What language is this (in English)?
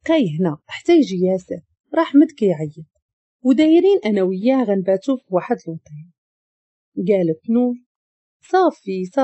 Moroccan Arabic